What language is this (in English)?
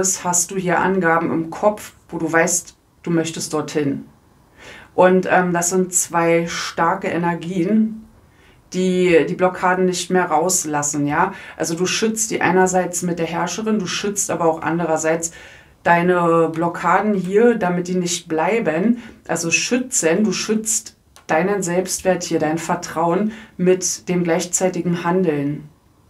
German